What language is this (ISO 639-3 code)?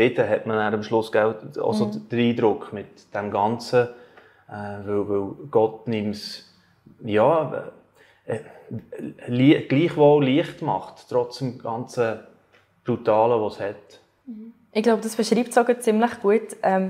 gsw